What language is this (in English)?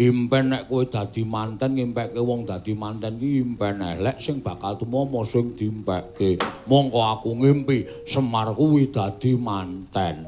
Javanese